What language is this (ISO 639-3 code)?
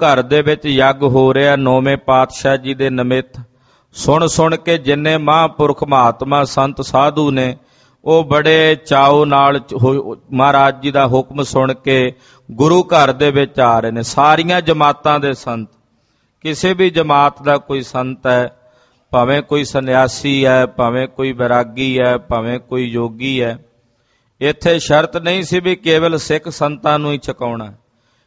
pan